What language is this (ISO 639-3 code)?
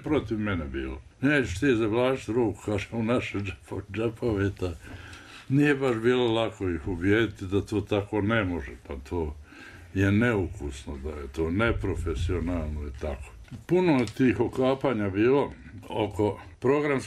bos